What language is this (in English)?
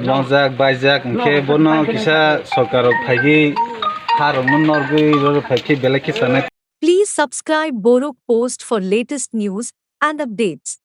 Kok Borok